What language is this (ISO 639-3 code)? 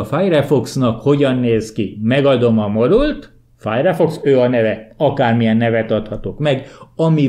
hun